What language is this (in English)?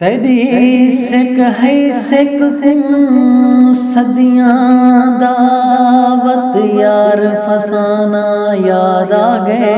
Saraiki